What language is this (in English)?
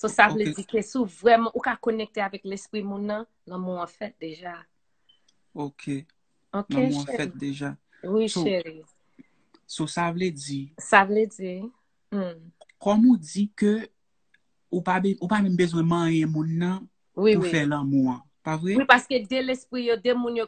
Haitian Creole